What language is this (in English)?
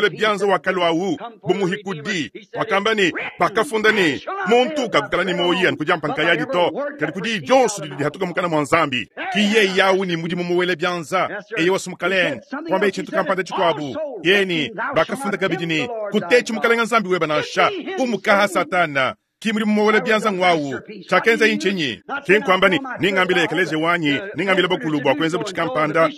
Luba-Lulua